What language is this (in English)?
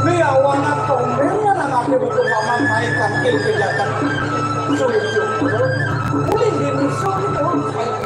Balinese